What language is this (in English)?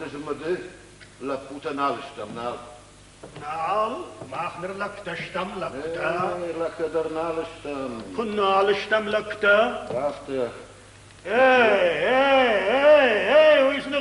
Ossetic